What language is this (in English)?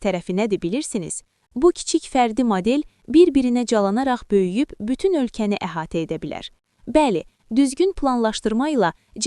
Azerbaijani